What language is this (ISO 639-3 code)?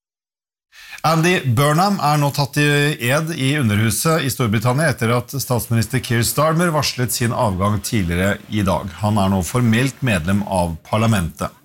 nor